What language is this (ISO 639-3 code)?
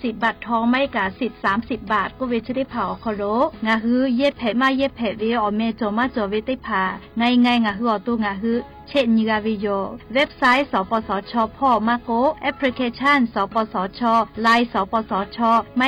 lhu